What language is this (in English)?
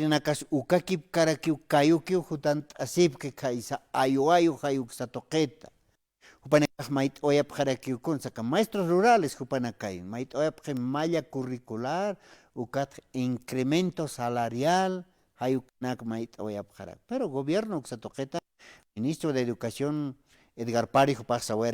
Aymara